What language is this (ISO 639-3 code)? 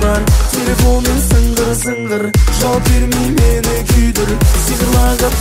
kaz